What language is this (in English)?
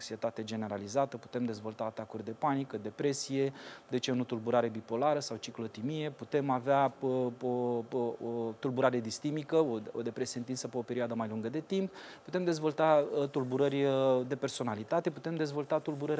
Romanian